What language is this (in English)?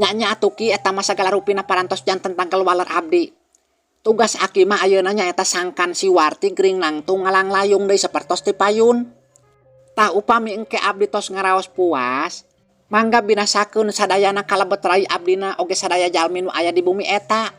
Sundanese